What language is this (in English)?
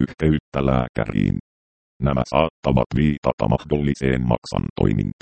Finnish